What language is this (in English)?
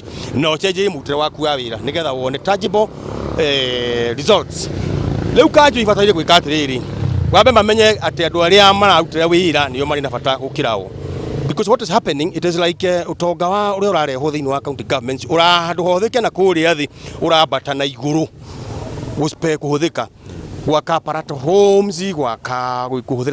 Kikuyu